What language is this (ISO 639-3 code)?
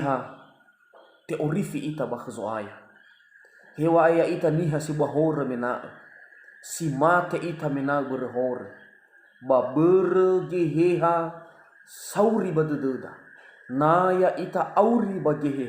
nia